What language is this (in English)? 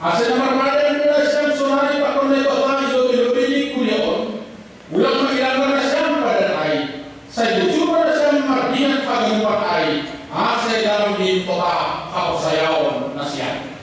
Batak Simalungun